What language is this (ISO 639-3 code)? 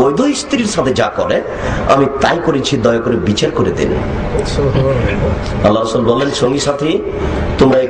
ben